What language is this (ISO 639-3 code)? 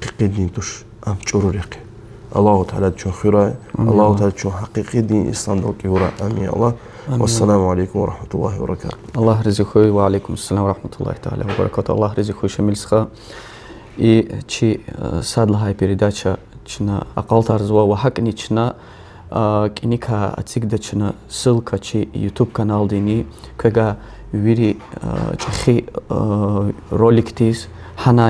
lez